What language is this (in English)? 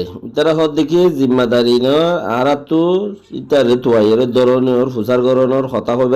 Rohingya